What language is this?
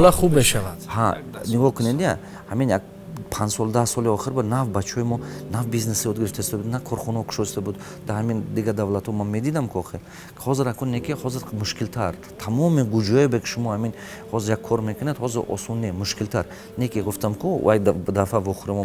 Tajik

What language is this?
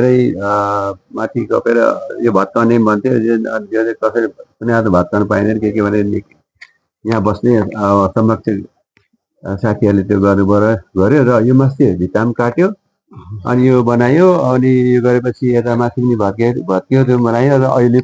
Nepali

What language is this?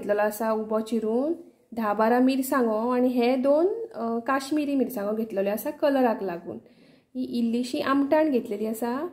Konkani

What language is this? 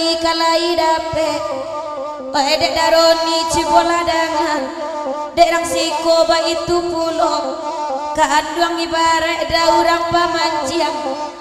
Minangkabau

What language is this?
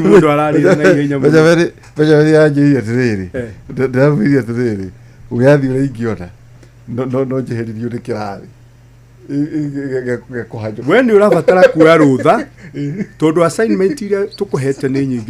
Kikuyu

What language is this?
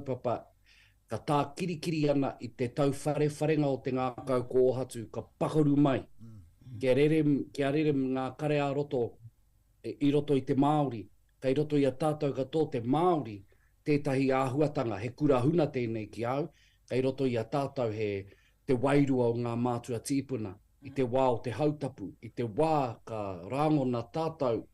Māori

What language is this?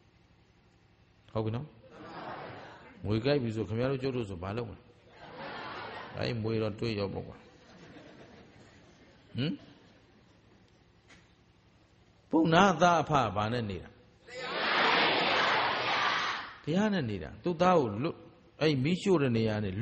Burmese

